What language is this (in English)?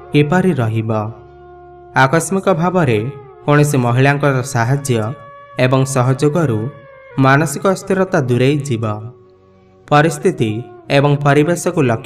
Odia